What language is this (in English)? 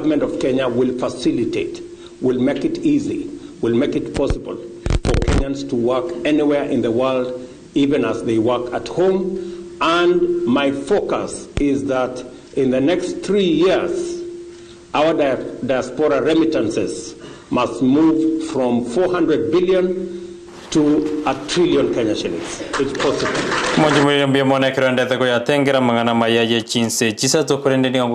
Gusii